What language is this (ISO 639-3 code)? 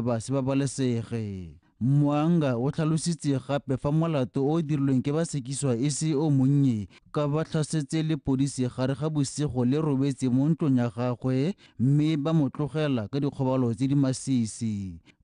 tsn